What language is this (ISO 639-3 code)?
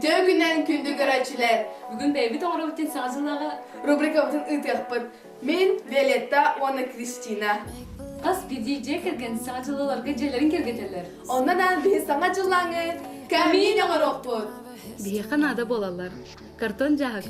sah